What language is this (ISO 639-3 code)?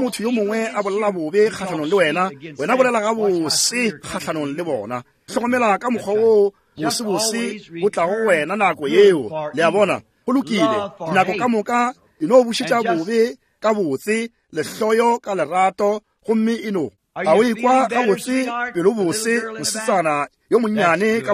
nso